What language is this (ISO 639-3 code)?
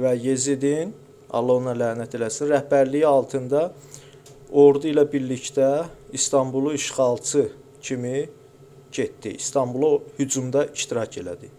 aze